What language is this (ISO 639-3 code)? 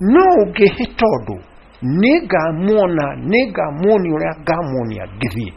kik